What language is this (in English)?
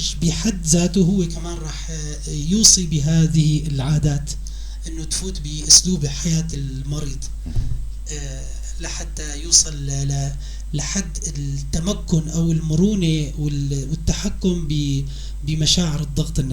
North Levantine Arabic